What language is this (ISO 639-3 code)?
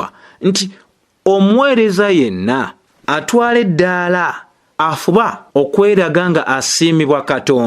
lug